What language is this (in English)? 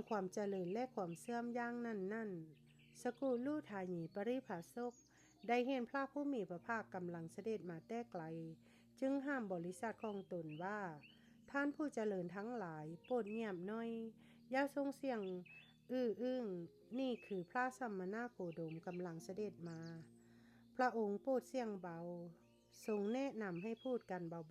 Lao